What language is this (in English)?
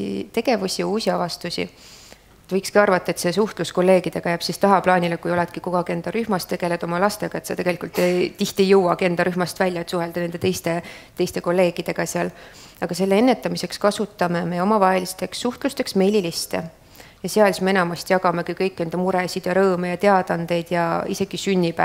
Estonian